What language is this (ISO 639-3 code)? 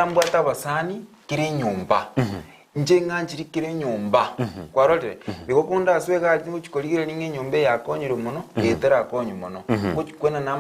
guz